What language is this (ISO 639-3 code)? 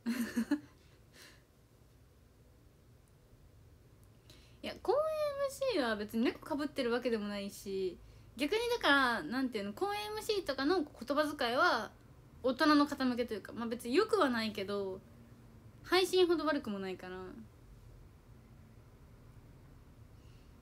jpn